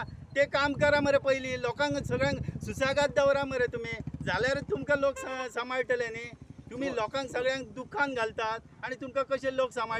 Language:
Konkani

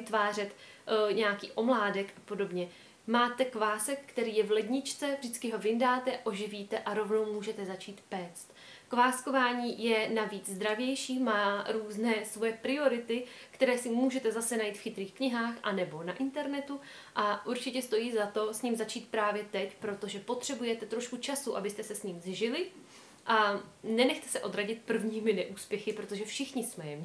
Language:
Czech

